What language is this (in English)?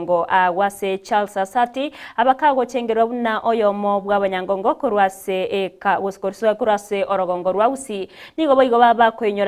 Gusii